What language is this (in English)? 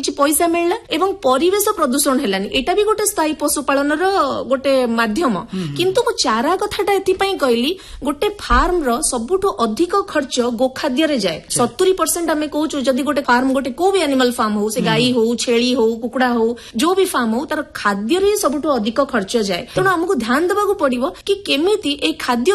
Odia